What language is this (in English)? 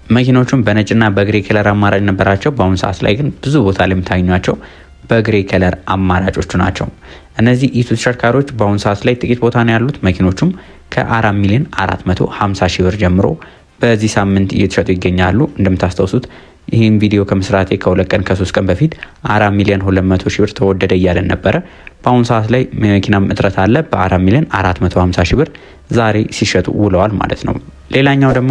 Amharic